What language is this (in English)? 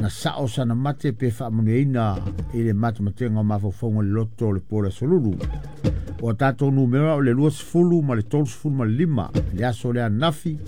Samoan